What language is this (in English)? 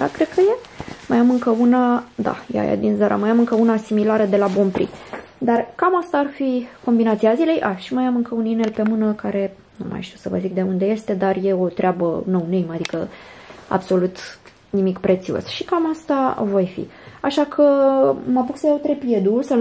Romanian